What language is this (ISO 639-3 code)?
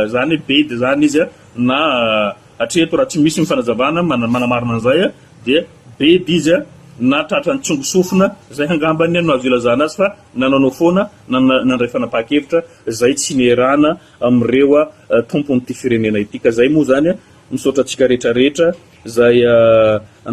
mlg